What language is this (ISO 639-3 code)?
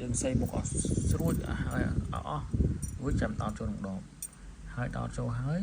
khm